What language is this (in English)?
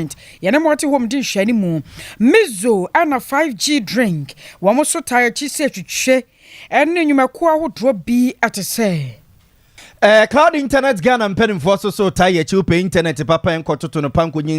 Akan